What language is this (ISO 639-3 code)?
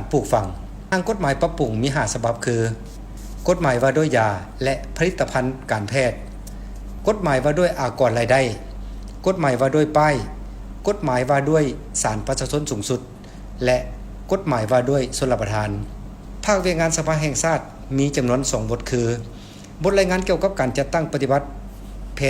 lao